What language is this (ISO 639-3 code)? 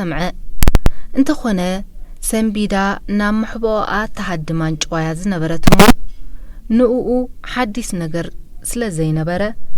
tir